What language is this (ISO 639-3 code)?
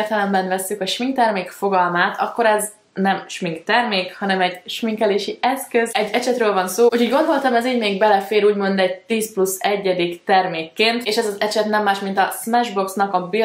hun